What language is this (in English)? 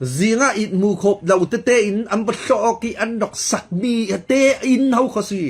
Falam Chin